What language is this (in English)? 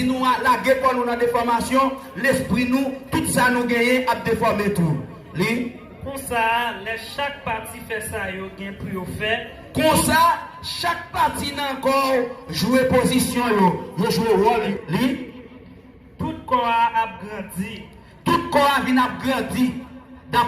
Haitian Creole